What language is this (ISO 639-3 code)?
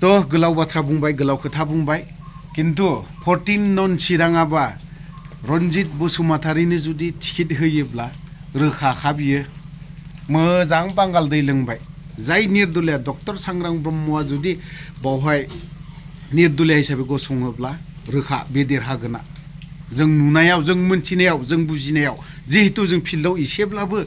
brx